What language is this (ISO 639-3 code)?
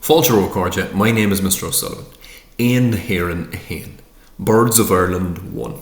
gle